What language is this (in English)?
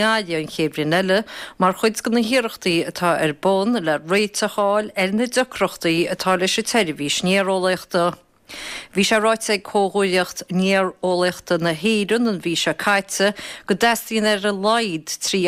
Irish